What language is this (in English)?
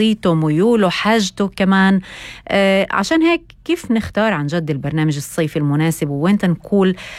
North Levantine Arabic